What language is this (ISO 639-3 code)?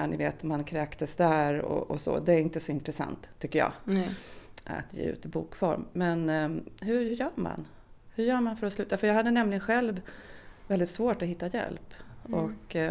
swe